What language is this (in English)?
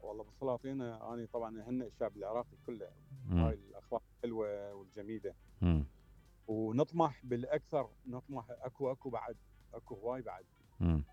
Mesopotamian Arabic